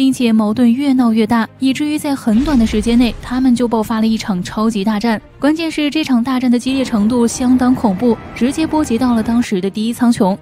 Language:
Chinese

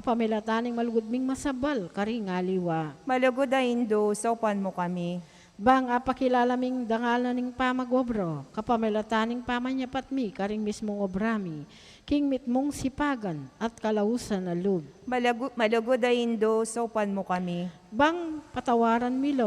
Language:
Pampanga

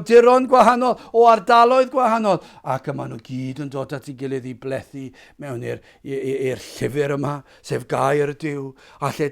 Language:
Welsh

